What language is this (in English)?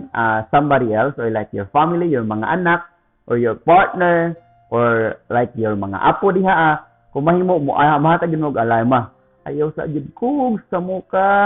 Cebuano